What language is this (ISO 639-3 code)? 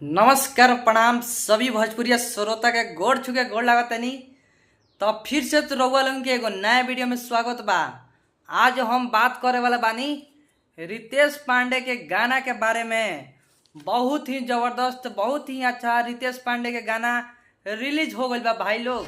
bho